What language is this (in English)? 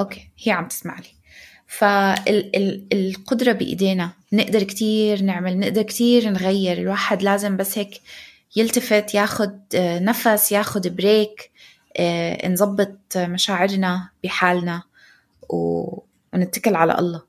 North Levantine Arabic